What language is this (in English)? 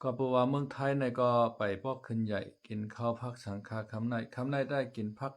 Shan